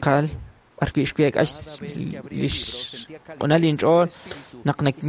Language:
Kekchí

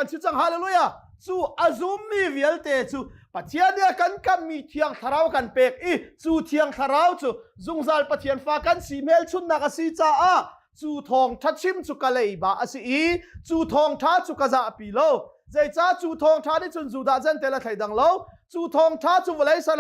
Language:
Hakha Chin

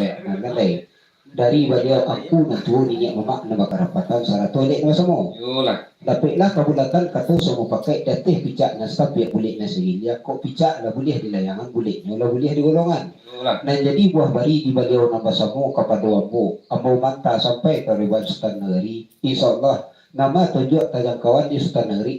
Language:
Minangkabau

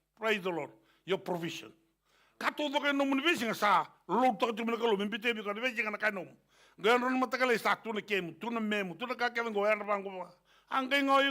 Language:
Fijian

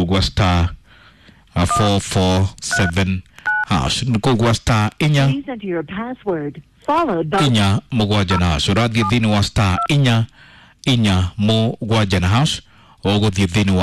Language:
Kikuyu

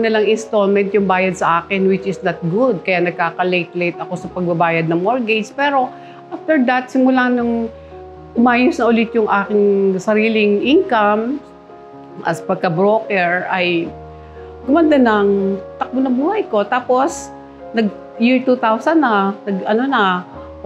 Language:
Filipino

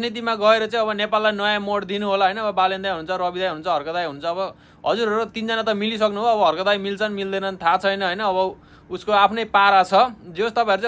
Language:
Nepali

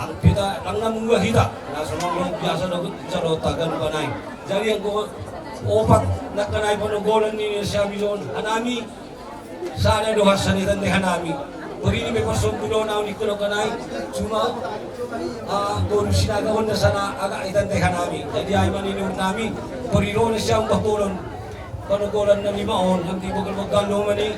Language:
Batak Simalungun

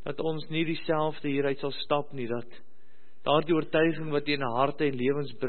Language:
Afrikaans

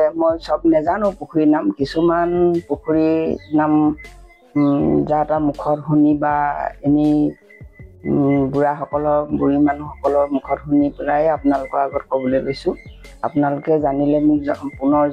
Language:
Assamese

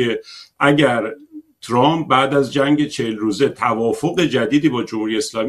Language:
Persian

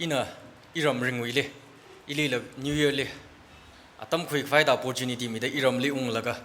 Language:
Tangkhul Naga (India)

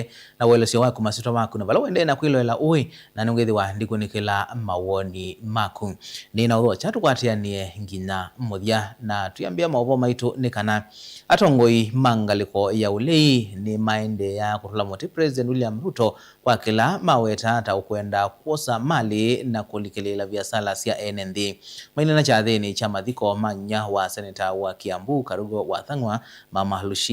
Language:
Kamba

